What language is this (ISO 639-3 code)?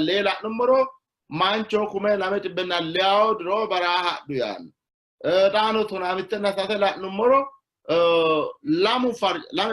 sid